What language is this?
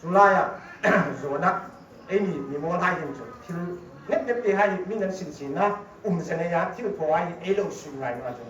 Hmar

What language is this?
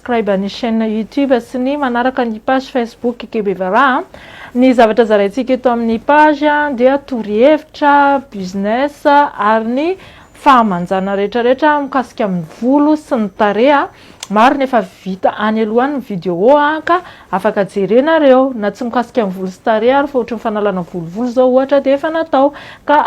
Malagasy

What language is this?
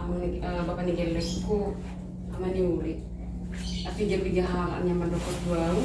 Batak Toba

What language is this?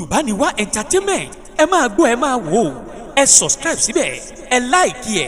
Yoruba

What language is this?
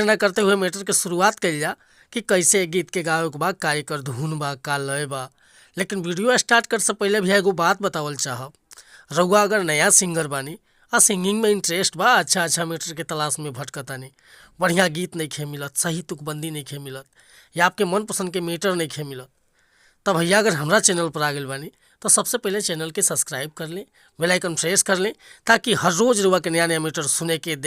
Bhojpuri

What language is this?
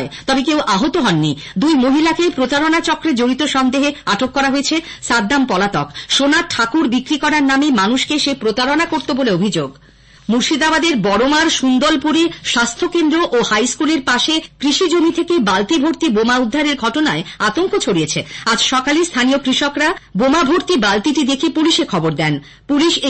Bangla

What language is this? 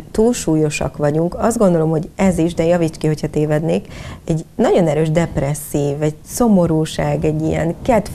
Hungarian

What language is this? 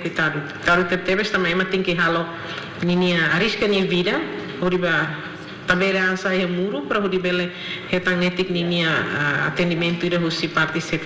Tetum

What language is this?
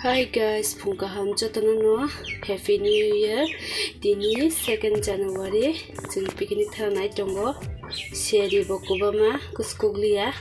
Kok Borok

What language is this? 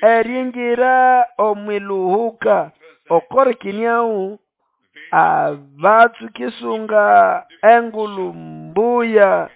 Nande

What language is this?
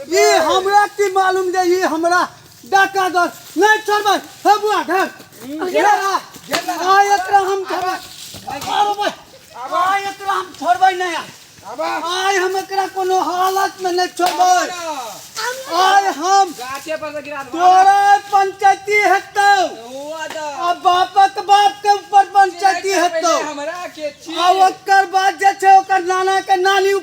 Maithili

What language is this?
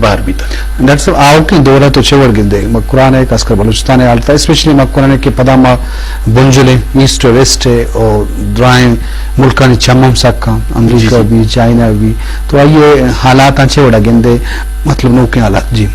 Eastern Balochi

